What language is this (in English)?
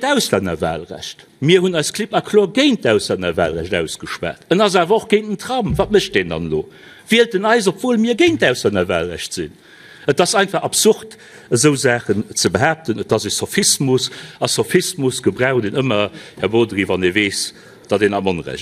Luxembourgish